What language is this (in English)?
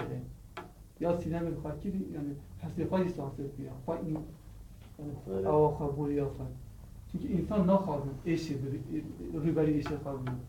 Kurdish